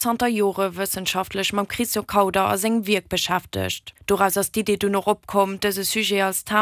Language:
Luxembourgish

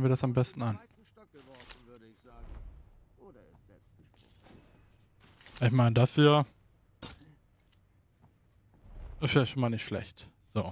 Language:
German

